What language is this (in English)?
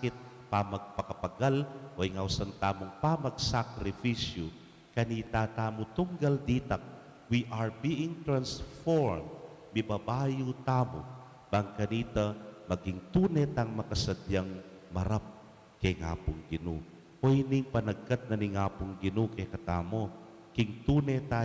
Pampanga